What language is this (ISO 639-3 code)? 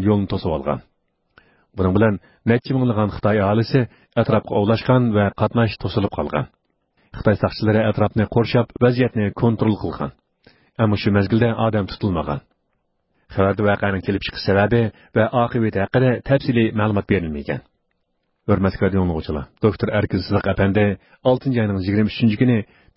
uig